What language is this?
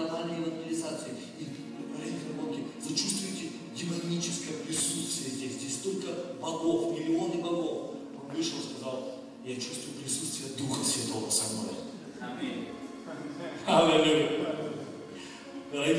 Russian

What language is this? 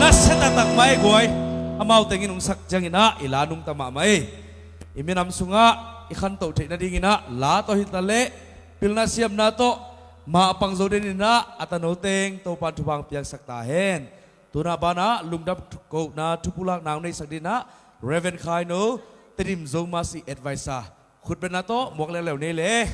Tedim Chin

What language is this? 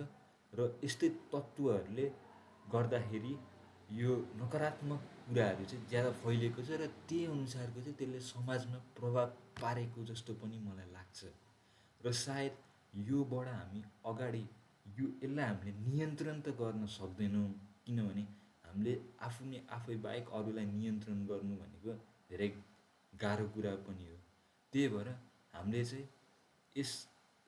Nepali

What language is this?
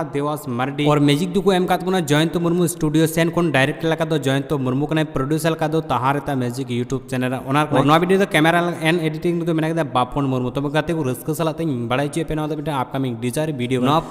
Santali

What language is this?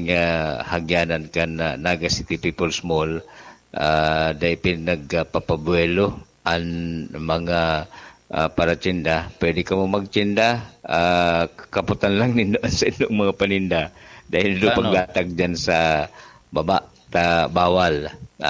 Bikol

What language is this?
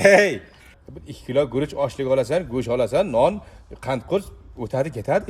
Uzbek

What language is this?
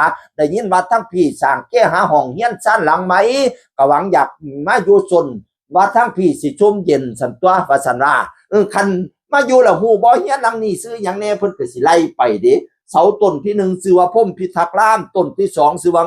Northeastern Thai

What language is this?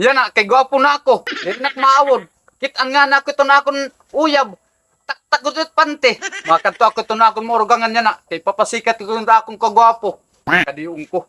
Waray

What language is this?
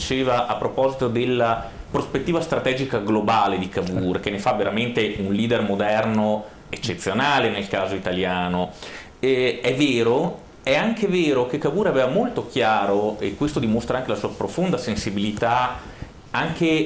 Italian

